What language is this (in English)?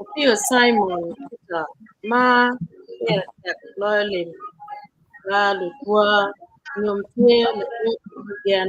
Acoli